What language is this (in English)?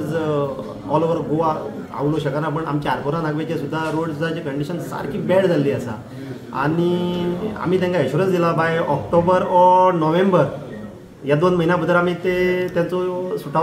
Konkani